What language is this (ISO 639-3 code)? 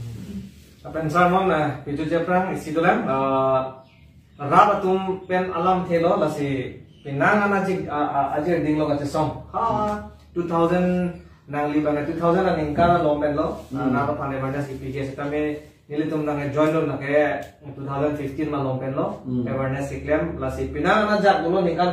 mjw